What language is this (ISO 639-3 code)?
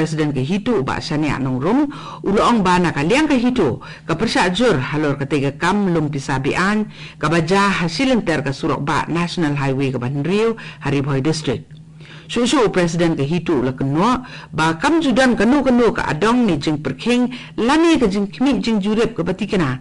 kha